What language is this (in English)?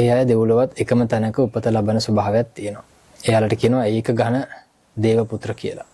Sinhala